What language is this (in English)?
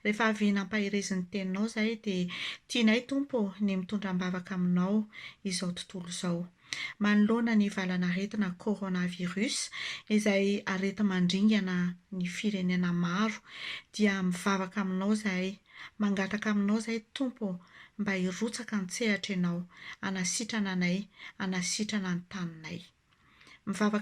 Malagasy